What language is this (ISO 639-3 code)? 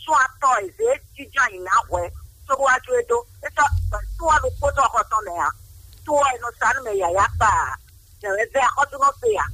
fon